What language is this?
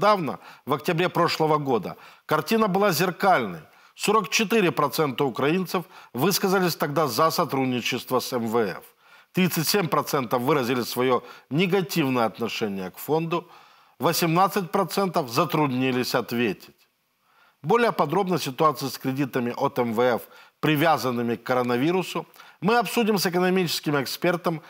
Russian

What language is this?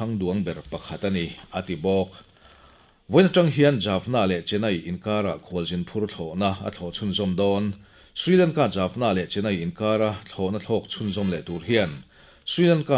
Mizo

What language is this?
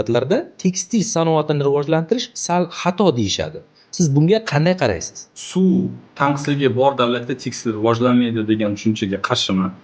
Uzbek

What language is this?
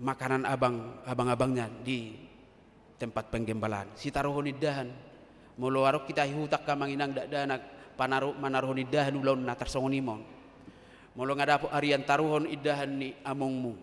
Batak Toba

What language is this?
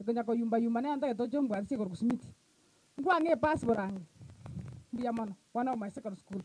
Gusii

